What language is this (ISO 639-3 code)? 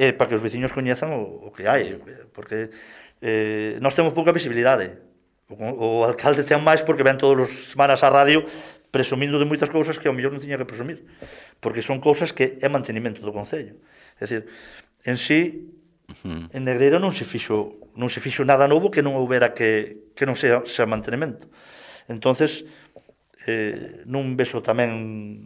glg